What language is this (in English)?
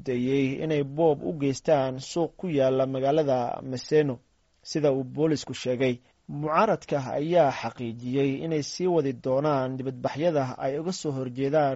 Somali